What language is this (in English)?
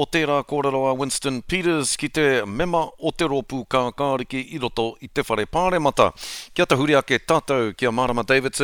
Māori